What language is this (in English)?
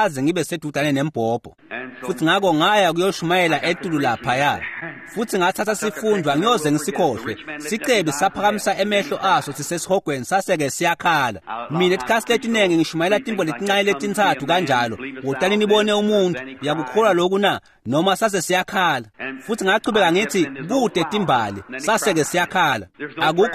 Swati